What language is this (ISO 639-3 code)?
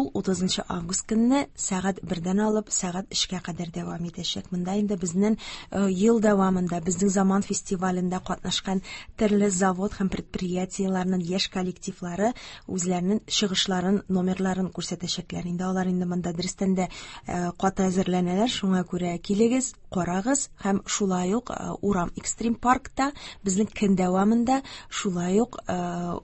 tat